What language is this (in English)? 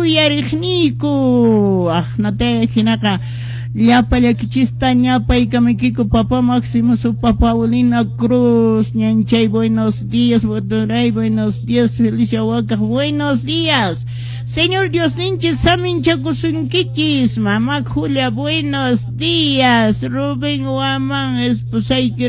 Quechua